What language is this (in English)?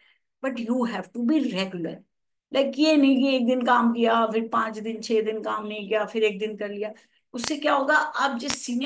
Hindi